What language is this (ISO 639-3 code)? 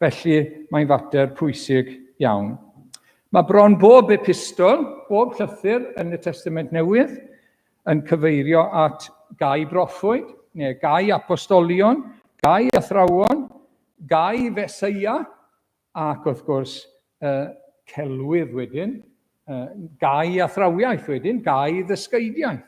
cym